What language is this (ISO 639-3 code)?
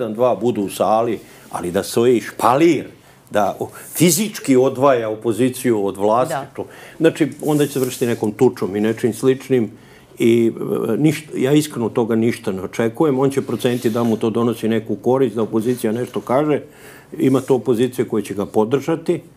srp